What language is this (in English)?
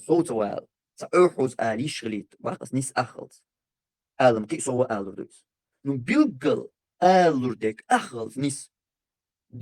Chechen